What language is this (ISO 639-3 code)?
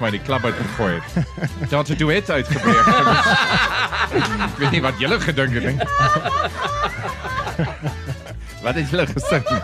afr